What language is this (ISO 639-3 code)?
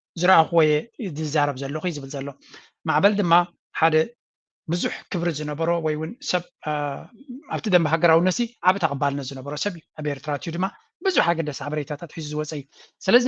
tir